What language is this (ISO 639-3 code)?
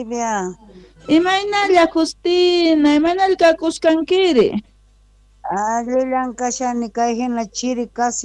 que